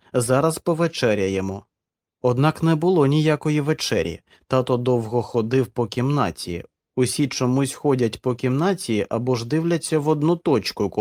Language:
Ukrainian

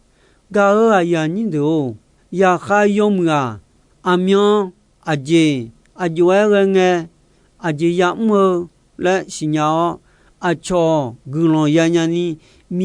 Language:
Akha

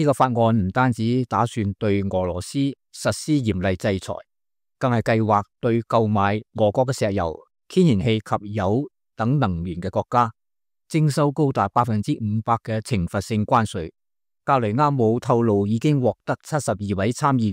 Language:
Cantonese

